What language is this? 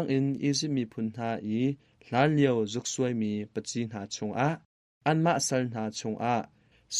Hakha Chin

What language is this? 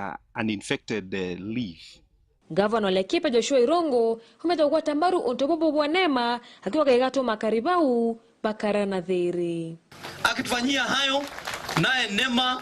Meru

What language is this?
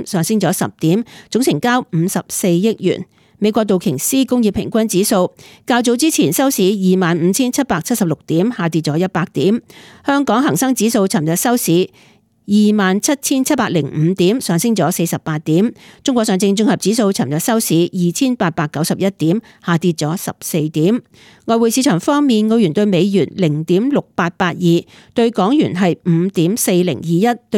Cantonese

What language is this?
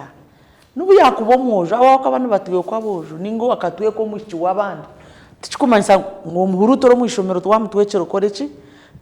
Nyankole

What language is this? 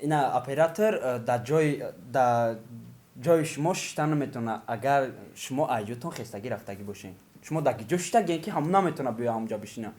Tajik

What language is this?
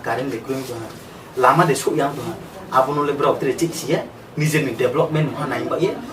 Riang (India)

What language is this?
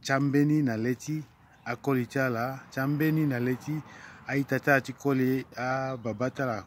Sango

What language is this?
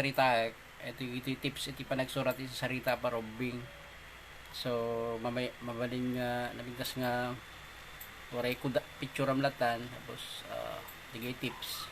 Iloko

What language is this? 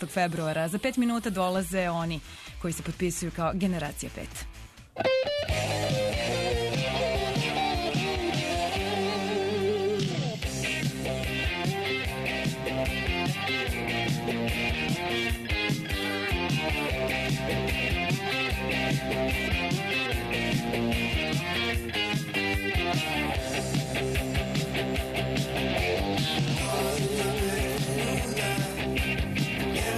Serbian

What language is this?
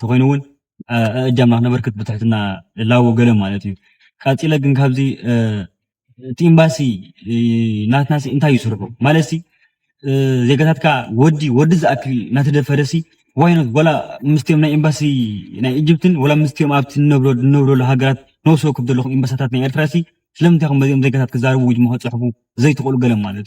Tigrinya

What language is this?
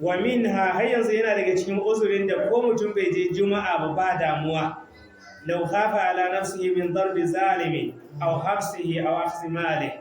Hausa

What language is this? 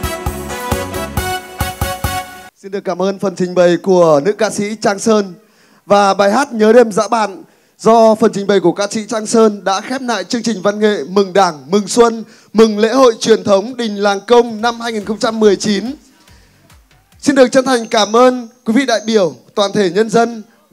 Vietnamese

